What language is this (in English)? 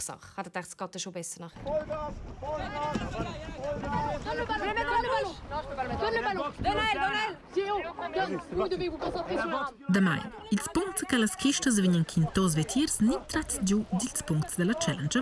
Romansh